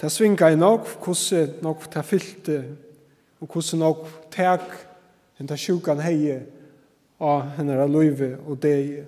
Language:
Faroese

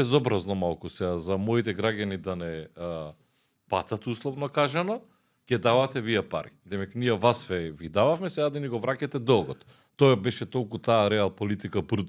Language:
Macedonian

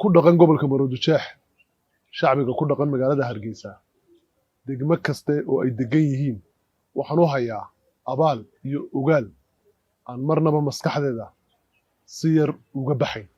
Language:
Somali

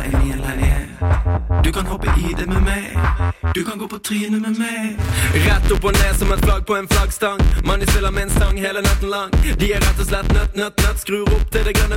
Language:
Norwegian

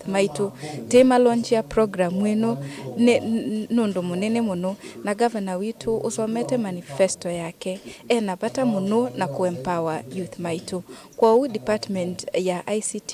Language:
Kamba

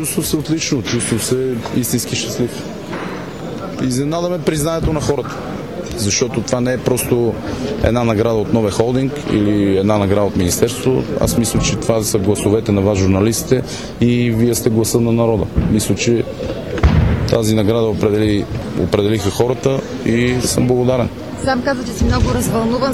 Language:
Bulgarian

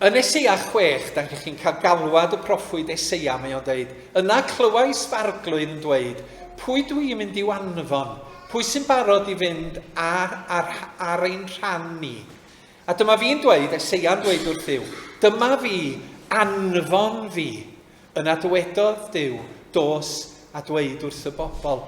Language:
Welsh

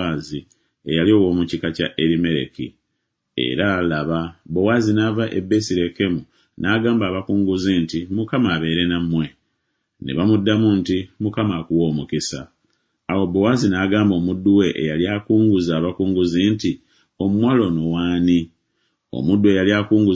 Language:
Ganda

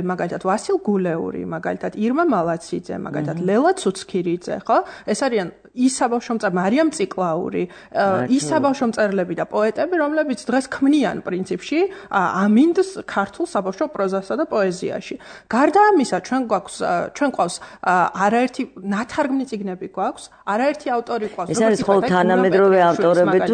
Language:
Georgian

